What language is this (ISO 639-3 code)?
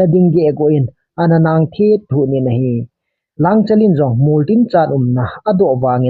tcz